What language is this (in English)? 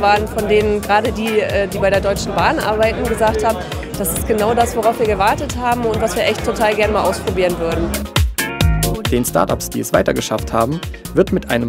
German